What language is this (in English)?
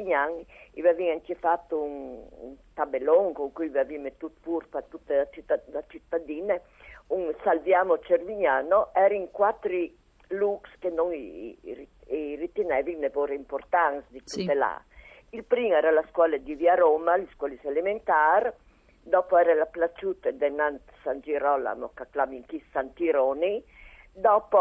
Friulian